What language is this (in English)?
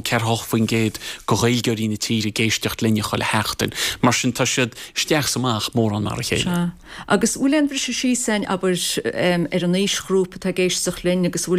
Irish